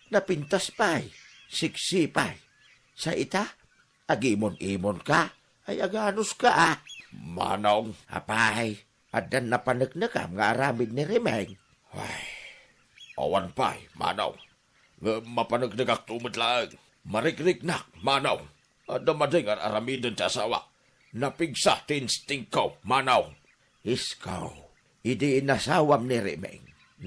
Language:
Iloko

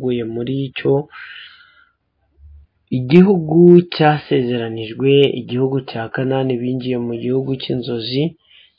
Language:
Kinyarwanda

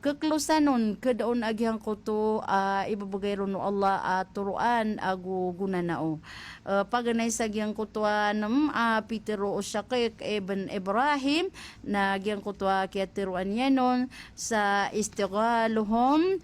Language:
Maranao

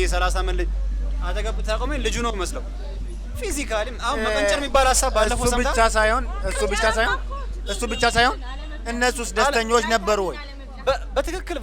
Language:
Amharic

